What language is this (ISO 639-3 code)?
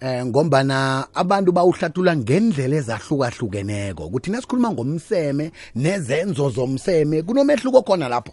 nbl